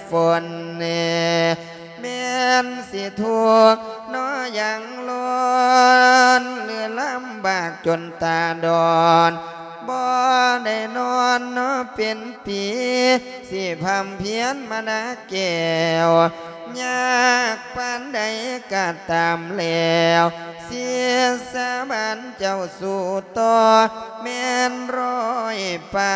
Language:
Lao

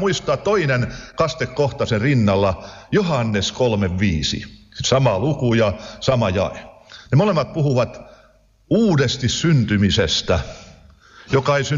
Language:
Finnish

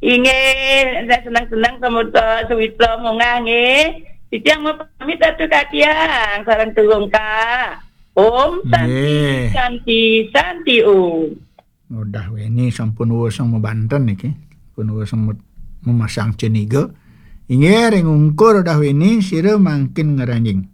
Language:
Balinese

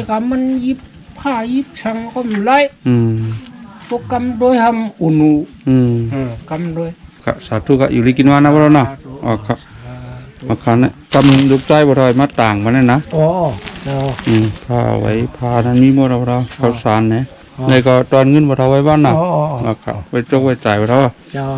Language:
Shan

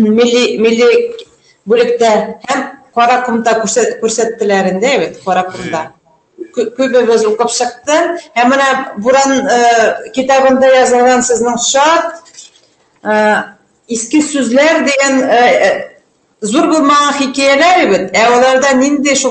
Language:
Bashkir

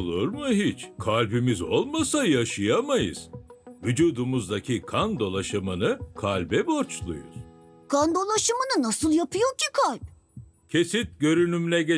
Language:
Turkish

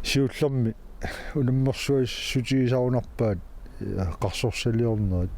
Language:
Kalaallisut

